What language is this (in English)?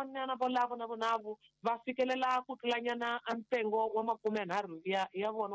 Tsonga